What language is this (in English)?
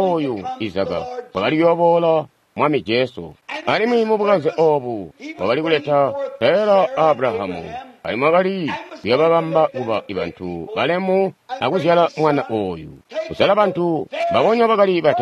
Tonga (Zambia)